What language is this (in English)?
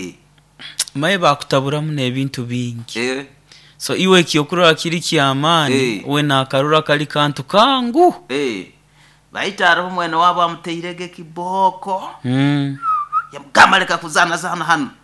Nyoro